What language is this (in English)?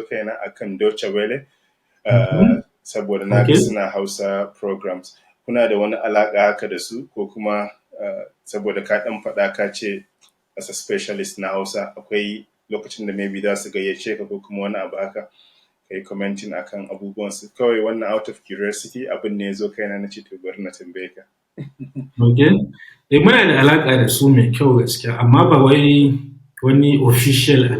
Hausa